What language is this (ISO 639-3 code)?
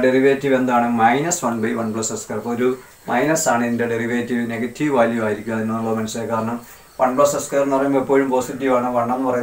mal